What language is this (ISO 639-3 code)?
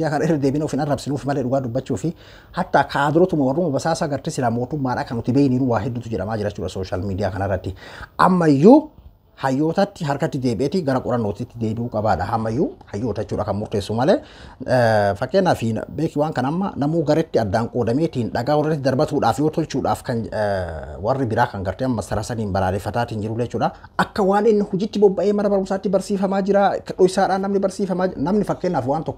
orm